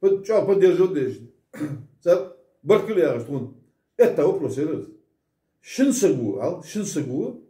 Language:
Ingush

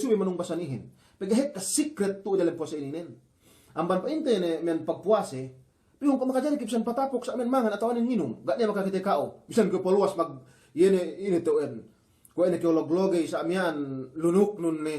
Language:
Yakan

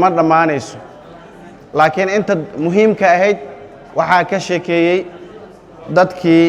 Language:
Somali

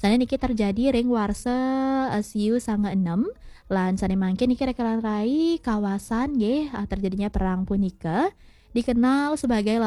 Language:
Balinese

